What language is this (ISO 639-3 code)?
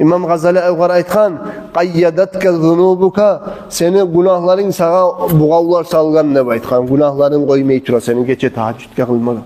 kum